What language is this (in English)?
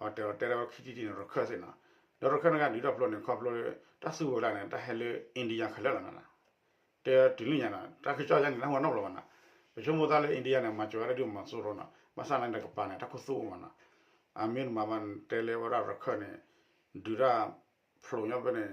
S'gaw Karen